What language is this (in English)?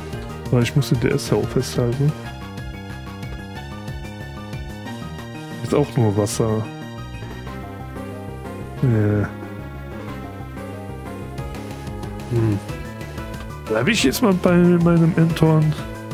German